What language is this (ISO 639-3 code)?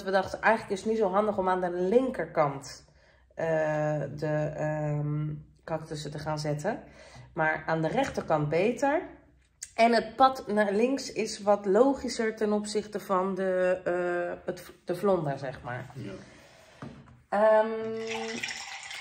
nld